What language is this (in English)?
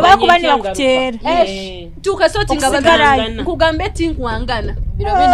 Nyoro